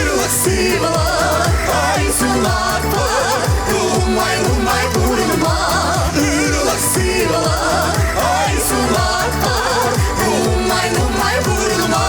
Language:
Chuvash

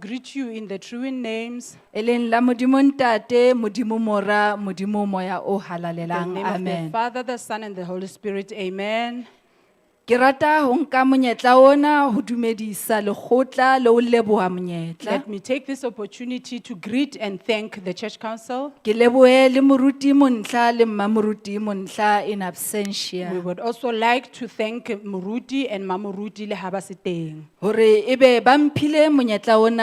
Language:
Southern Sotho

